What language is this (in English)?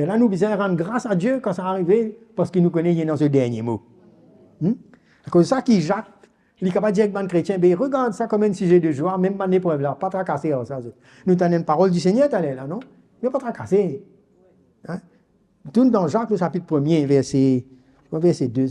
Morisyen